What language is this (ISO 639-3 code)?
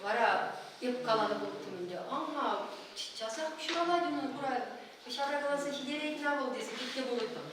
chv